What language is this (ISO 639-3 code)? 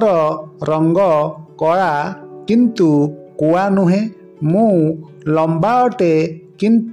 ori